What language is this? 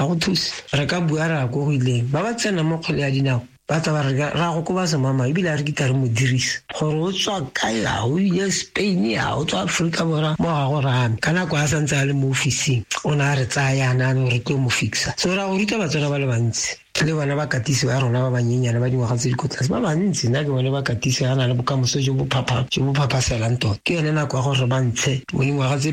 Tswana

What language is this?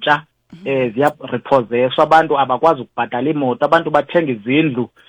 Xhosa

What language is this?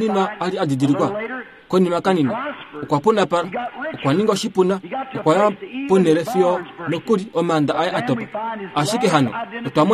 Kuanyama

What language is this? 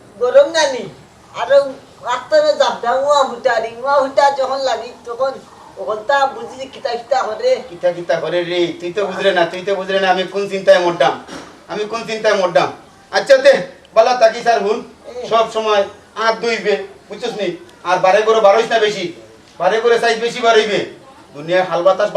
Sylheti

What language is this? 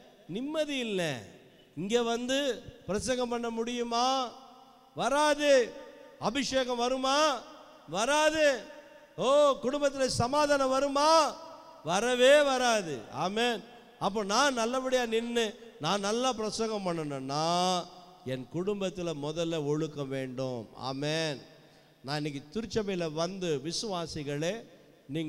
Tamil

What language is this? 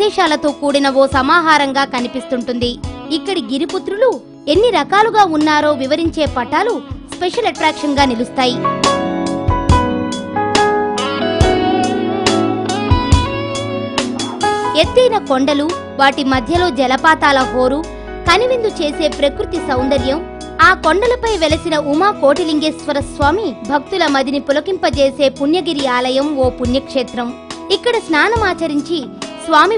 Telugu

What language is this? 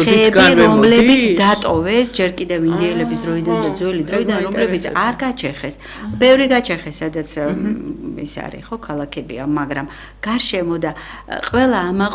Georgian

